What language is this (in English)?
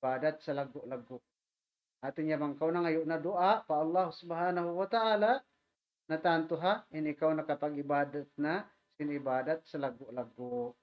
Tausug